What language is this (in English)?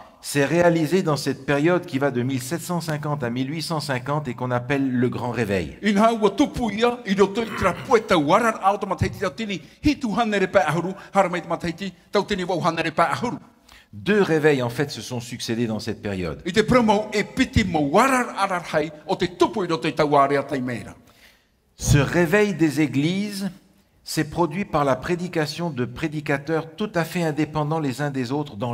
Tahitian